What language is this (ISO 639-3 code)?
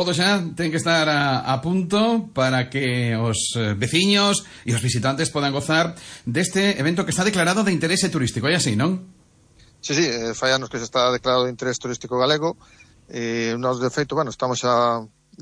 glg